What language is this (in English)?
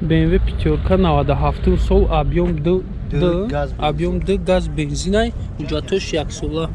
Tajik